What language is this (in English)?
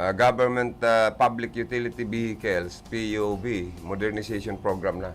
Bikol